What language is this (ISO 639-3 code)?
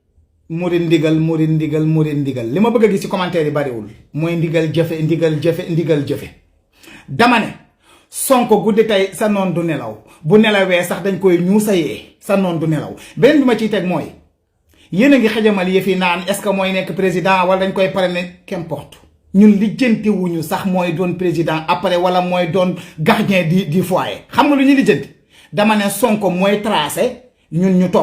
wol